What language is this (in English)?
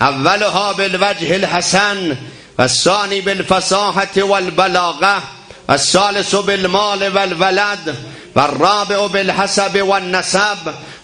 South Azerbaijani